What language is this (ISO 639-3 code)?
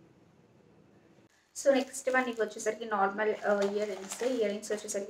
tel